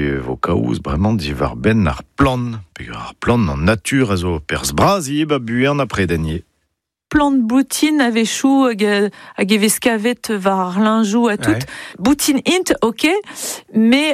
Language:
Breton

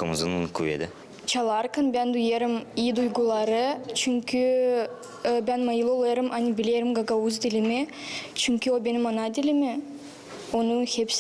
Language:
Gagauz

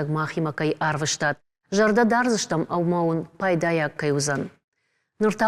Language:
Ossetic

